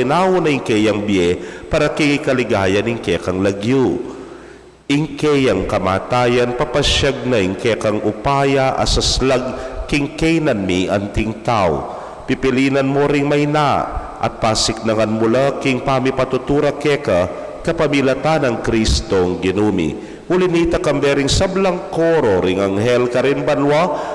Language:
Pampanga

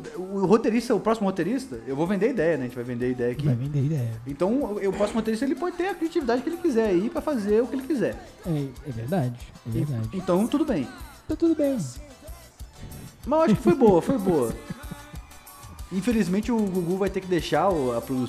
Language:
Portuguese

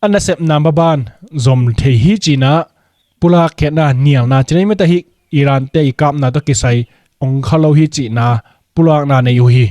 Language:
Tedim Chin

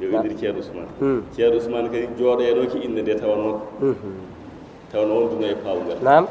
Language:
Fula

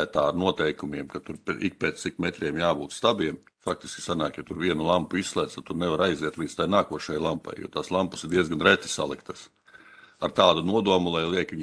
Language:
Latvian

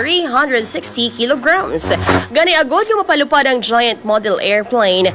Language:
Hiligaynon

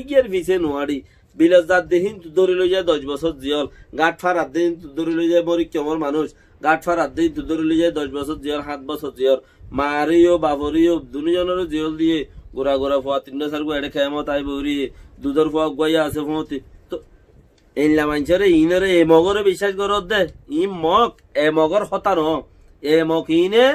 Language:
Rohingya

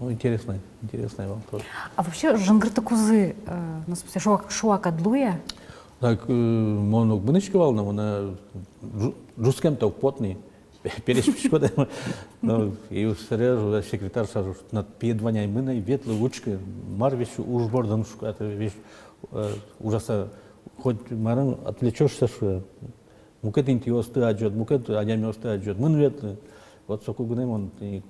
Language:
Udmurt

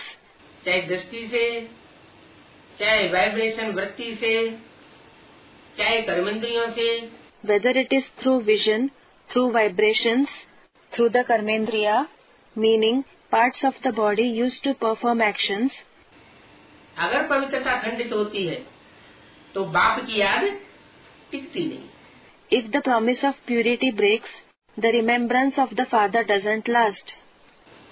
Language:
Hindi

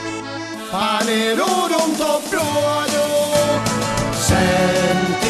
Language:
Neapolitan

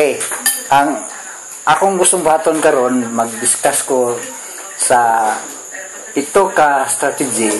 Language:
Cebuano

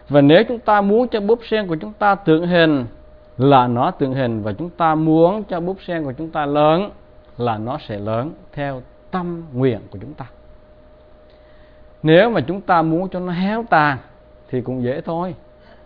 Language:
Vietnamese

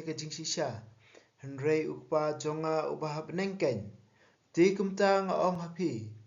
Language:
Khasi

